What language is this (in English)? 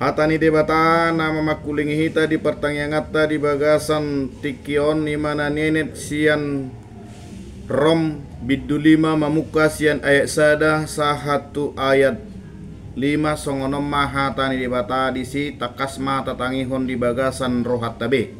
Batak Toba